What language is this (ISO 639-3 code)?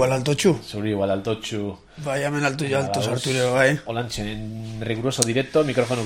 eus